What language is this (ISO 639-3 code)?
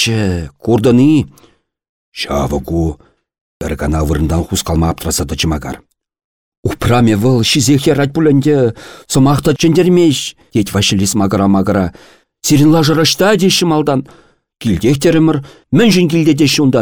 chv